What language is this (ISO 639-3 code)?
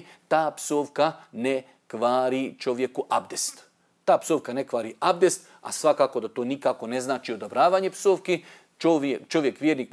bos